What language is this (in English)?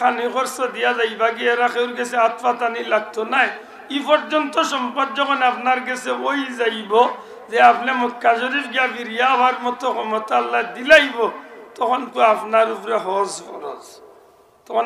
Sylheti